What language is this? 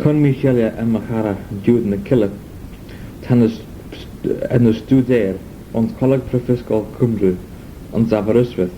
Manx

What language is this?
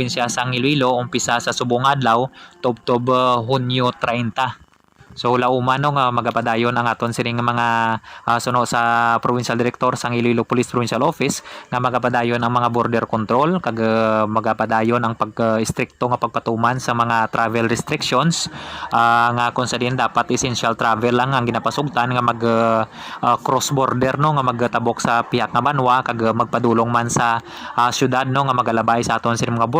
Hiligaynon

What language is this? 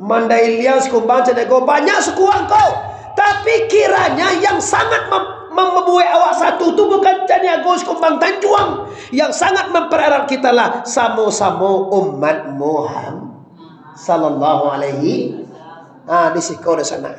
Minangkabau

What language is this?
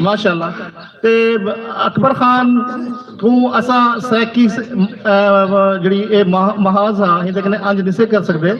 Saraiki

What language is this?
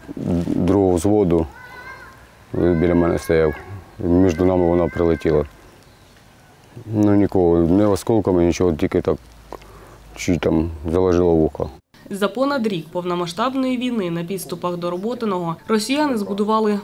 Ukrainian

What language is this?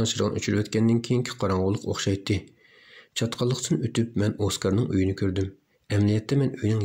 Uyghur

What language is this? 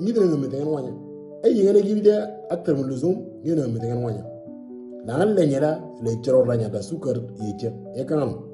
Moro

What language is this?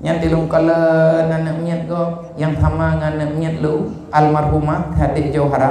Achinese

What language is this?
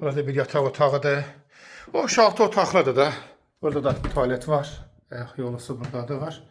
Azerbaijani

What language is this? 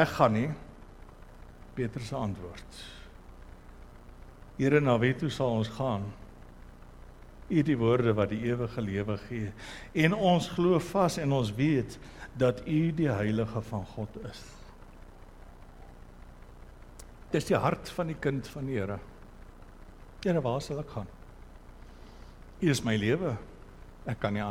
Afrikaans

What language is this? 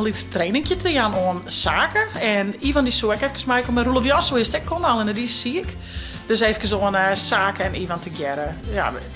Western Frisian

